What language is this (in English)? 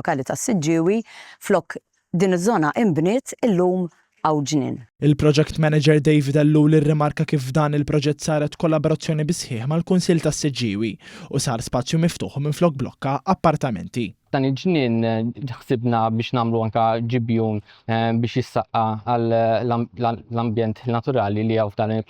Maltese